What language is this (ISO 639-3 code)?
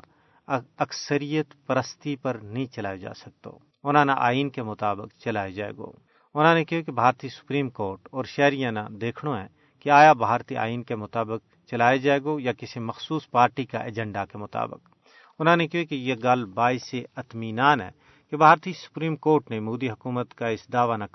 gju